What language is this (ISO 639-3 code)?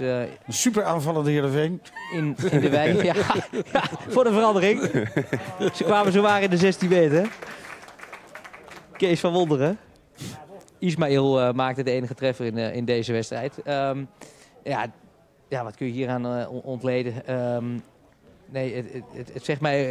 nld